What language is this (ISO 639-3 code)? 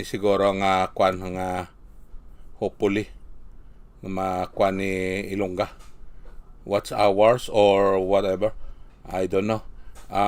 hil